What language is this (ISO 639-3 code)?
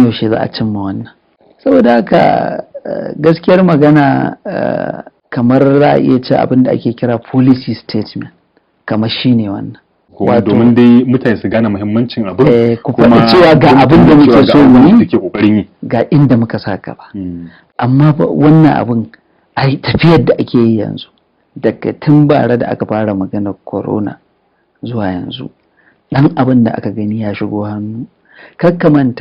hau